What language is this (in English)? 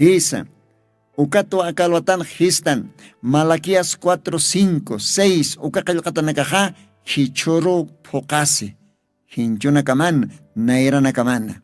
Aymara